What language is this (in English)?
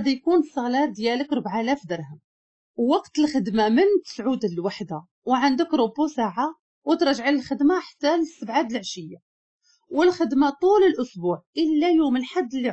Moroccan Arabic